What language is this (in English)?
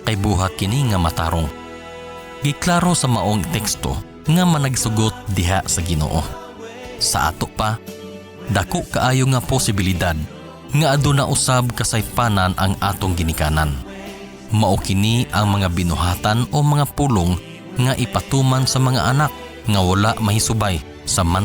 Cebuano